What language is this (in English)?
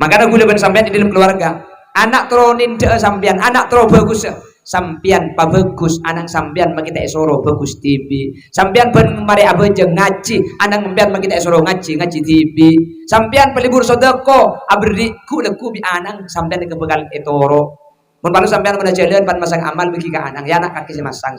Madurese